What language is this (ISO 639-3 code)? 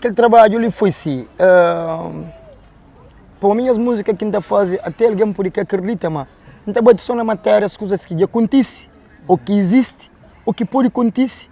kea